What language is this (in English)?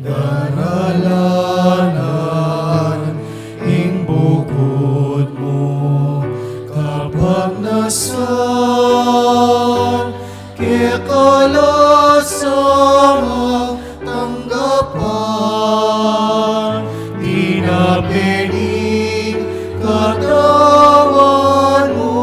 Pampanga